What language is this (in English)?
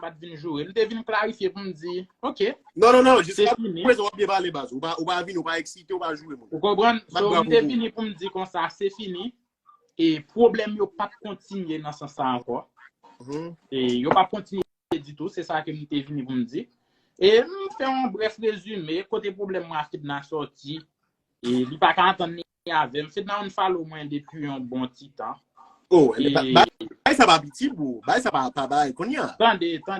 Haitian Creole